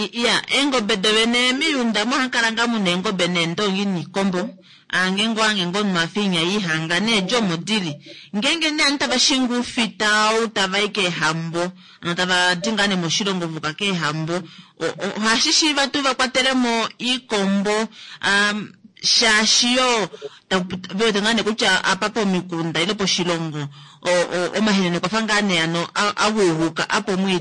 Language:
Kuanyama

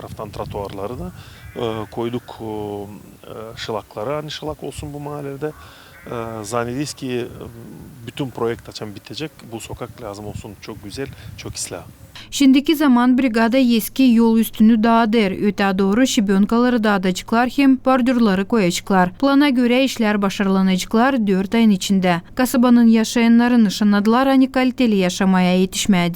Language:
Gagauz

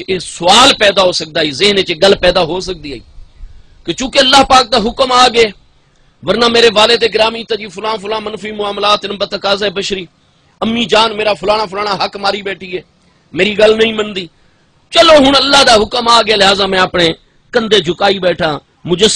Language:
Saraiki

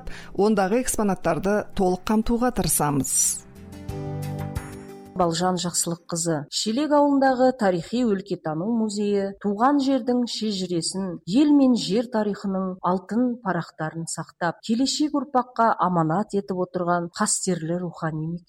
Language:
Kazakh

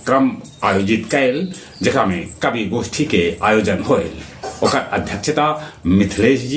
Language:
Magahi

